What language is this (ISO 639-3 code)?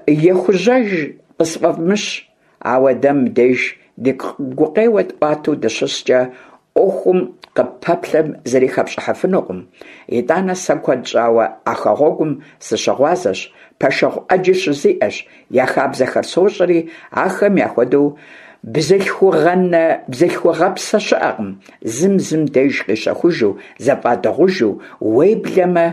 kbd